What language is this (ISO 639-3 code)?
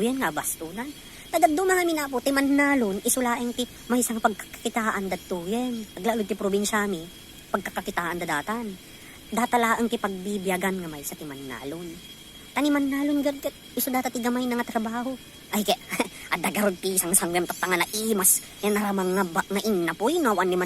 ilo